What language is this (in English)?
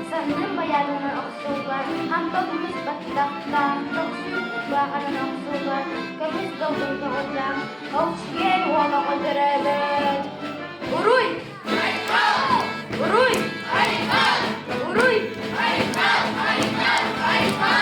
Yakut